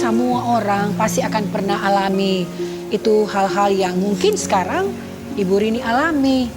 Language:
Manado Malay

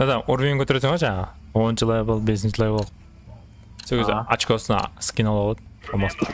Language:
Kara-Kalpak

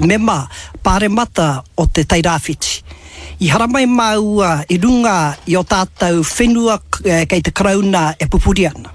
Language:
Māori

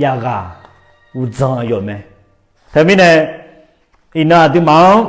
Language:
Akha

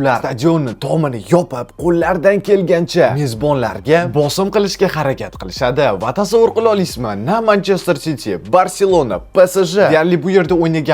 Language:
Uzbek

